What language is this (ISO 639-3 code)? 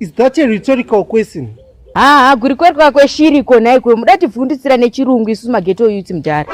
sna